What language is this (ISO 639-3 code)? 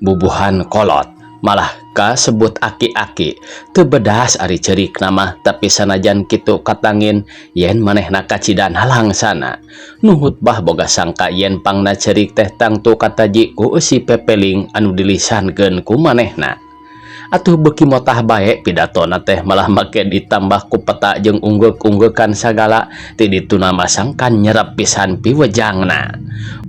sun